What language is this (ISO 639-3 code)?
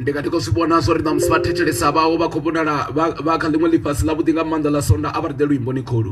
ven